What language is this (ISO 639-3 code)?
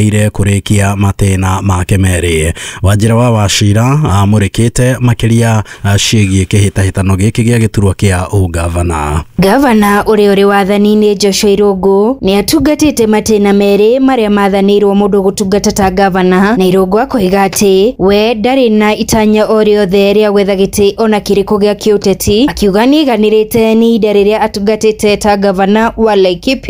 kik